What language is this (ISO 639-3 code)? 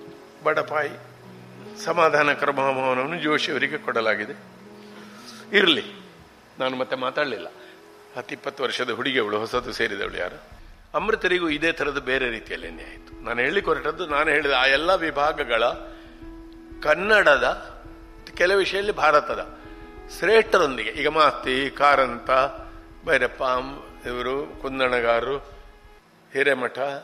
kan